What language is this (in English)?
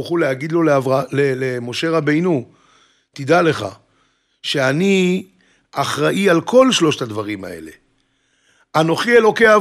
Hebrew